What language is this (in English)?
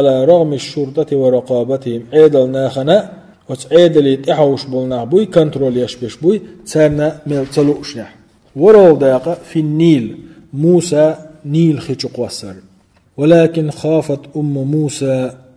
Chechen